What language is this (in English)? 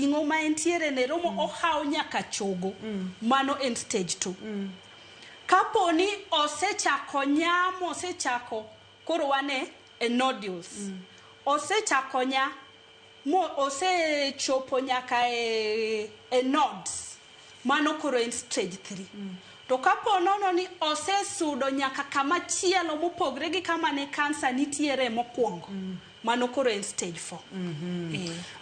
Luo (Kenya and Tanzania)